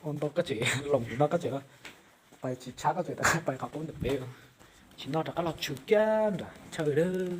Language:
Hmong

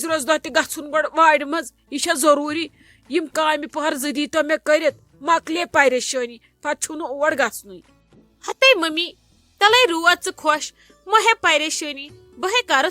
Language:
Kashmiri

